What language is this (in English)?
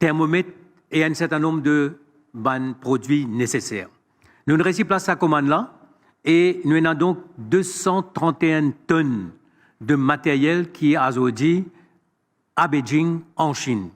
Morisyen